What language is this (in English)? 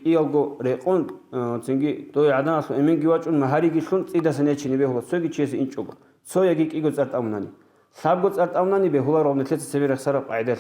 Avaric